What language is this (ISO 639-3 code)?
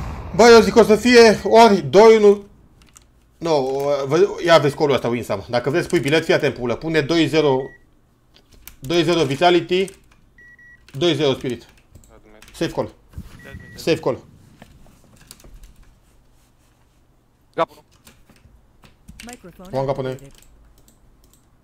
ron